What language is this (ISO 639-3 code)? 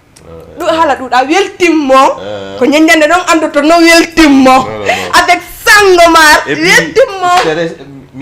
ful